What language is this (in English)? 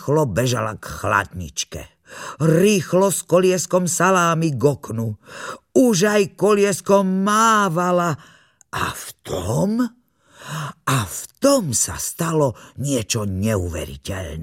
Slovak